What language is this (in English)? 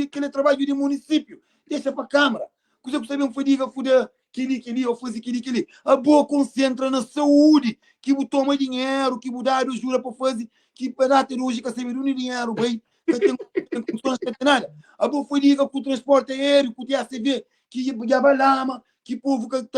Kabuverdianu